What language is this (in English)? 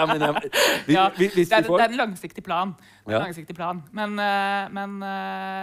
Norwegian